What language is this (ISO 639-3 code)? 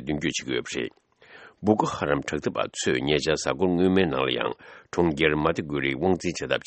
bod